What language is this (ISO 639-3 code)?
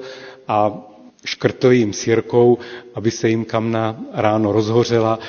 ces